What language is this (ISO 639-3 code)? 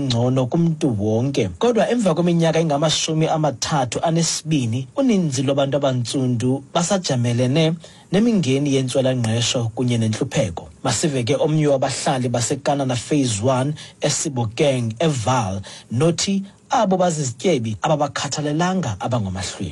xho